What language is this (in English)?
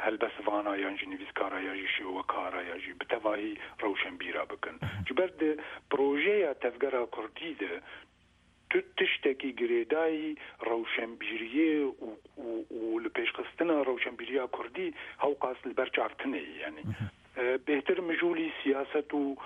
Kurdish